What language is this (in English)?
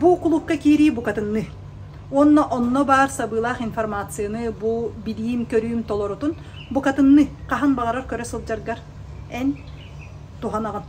Yakut